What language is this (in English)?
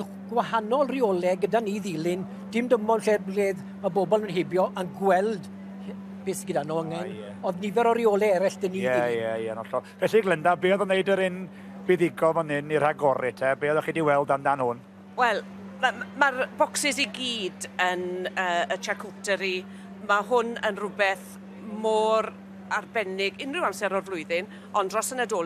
Welsh